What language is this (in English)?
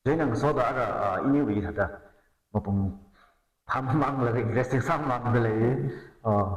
Tangkhul Naga (India)